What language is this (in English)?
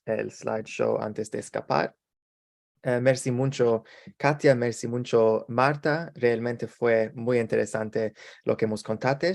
Ladino